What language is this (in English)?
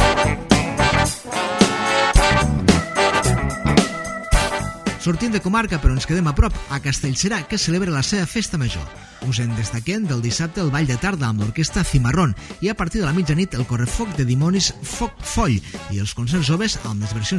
Catalan